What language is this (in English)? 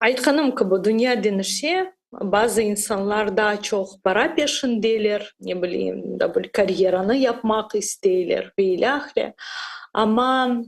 Crimean Tatar